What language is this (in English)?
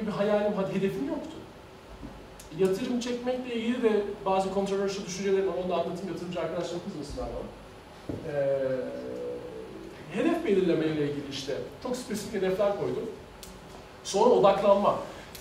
Turkish